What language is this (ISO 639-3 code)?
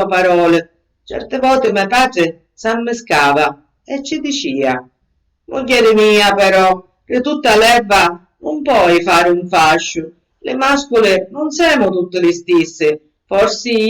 scn